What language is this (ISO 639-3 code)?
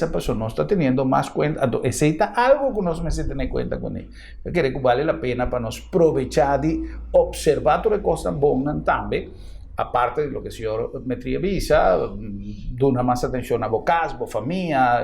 pap